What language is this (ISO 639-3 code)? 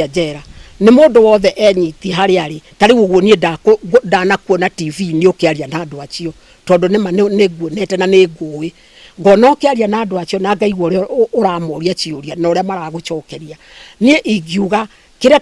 kik